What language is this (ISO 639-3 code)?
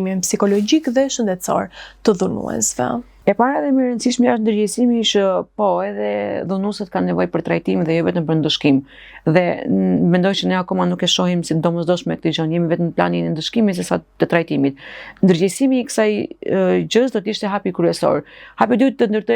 sqi